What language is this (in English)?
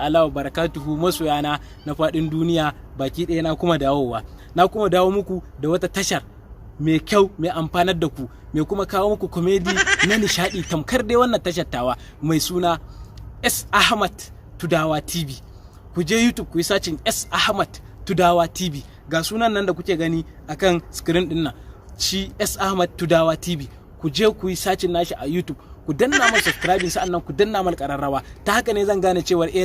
Hausa